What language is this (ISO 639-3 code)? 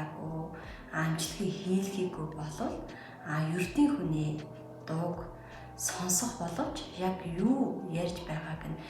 mon